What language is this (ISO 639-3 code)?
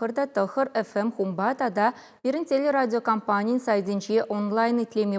chv